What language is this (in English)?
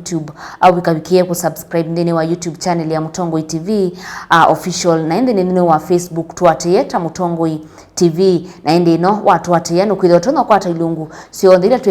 Kamba